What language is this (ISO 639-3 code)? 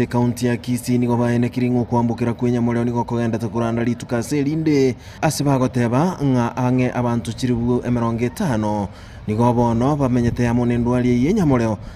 guz